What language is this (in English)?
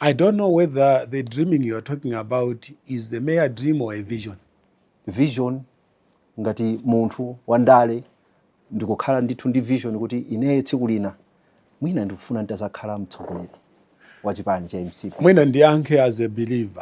Nyanja